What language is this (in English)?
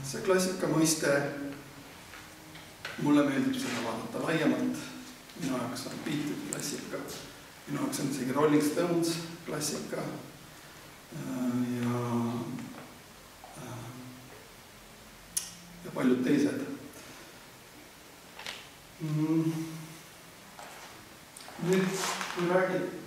Estonian